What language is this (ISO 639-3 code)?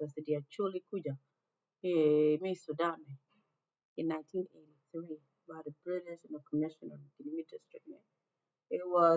ach